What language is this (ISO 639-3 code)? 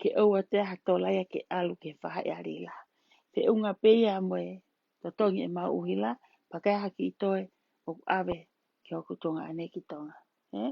ton